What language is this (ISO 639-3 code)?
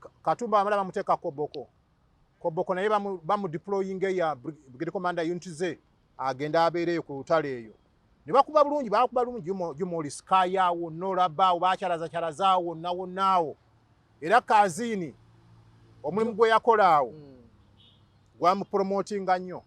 lug